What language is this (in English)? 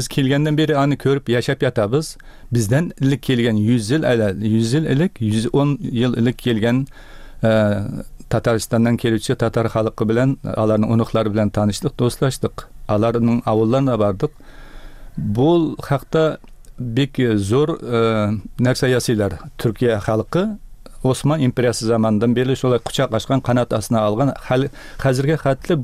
Tatar